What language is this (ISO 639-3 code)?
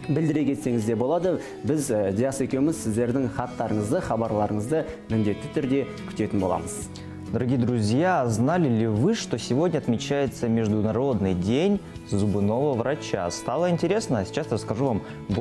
kaz